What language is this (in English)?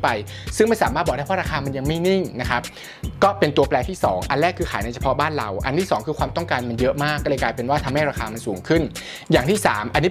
Thai